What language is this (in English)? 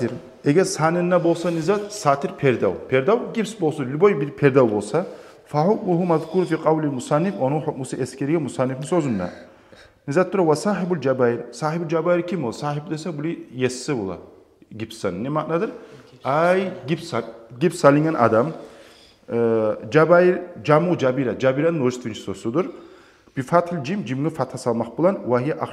Kumyk